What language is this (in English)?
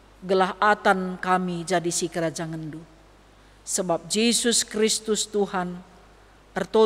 Batak Karo